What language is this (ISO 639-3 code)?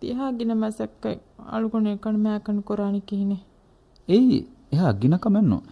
div